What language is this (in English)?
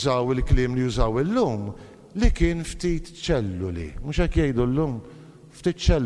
Maltese